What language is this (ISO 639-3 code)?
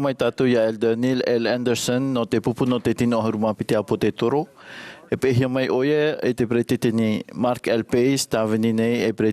tah